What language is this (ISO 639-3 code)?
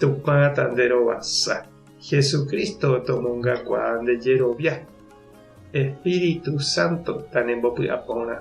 grn